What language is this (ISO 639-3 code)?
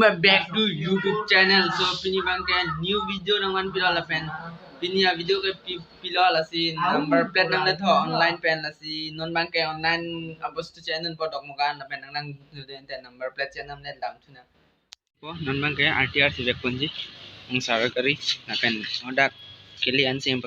mjw